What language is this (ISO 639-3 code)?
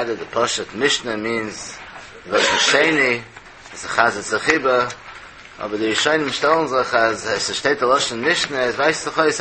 yid